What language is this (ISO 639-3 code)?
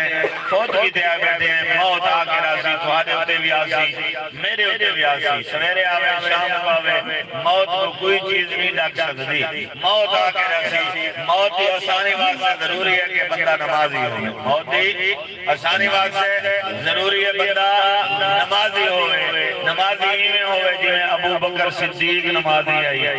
skr